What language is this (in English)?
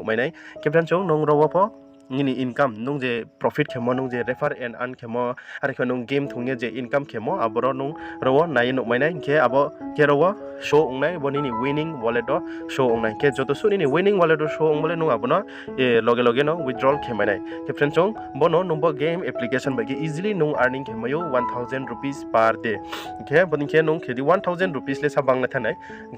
Riang (India)